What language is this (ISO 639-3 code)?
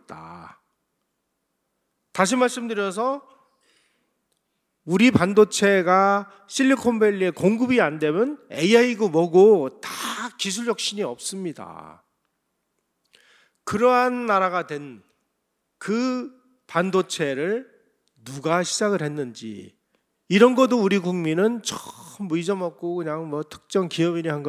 kor